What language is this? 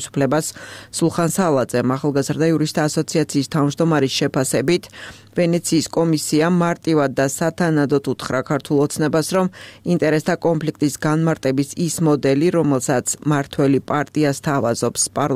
Georgian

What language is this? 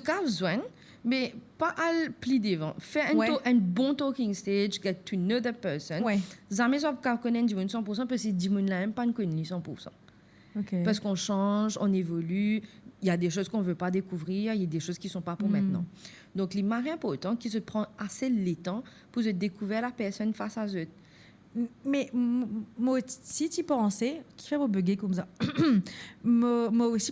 Morisyen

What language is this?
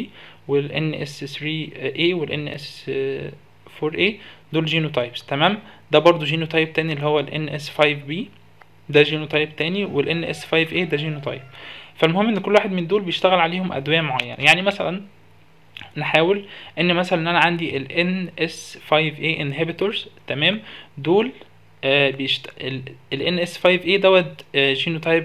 Egyptian Arabic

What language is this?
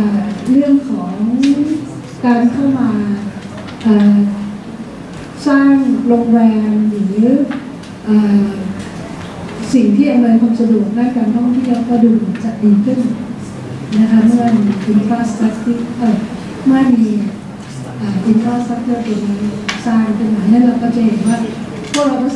Thai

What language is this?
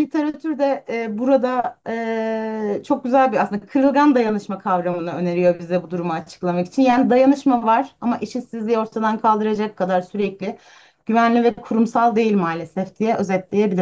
Turkish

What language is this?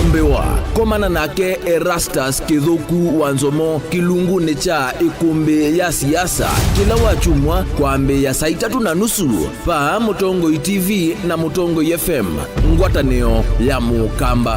Kamba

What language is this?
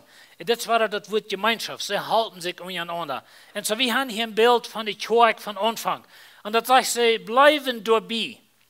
Plautdietsch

